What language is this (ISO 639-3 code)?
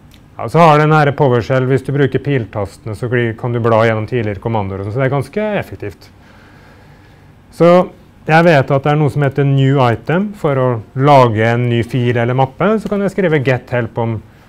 nor